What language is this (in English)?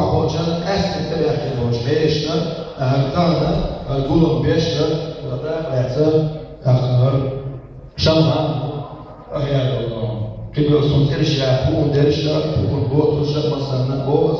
Chechen